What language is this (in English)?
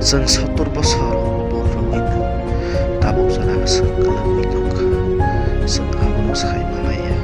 Kok Borok